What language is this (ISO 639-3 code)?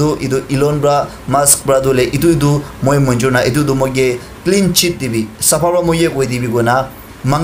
nag